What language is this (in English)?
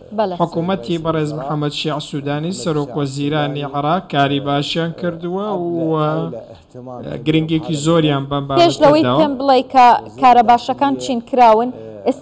Central Kurdish